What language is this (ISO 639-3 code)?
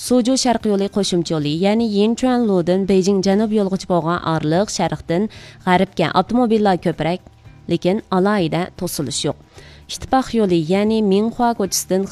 uig